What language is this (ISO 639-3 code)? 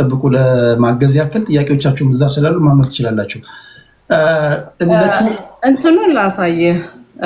amh